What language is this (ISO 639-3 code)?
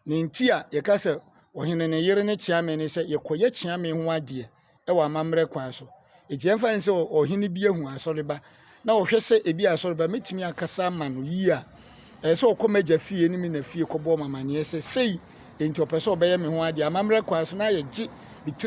aka